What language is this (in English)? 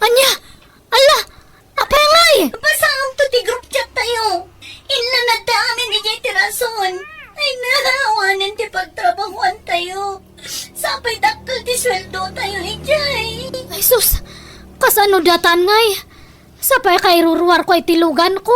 Iloko